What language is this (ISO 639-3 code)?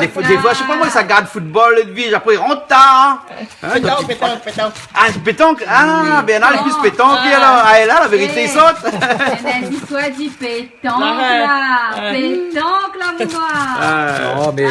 rcf